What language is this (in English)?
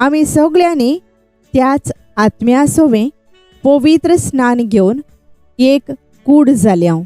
Konkani